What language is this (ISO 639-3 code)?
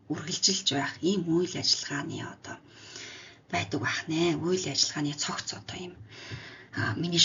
mon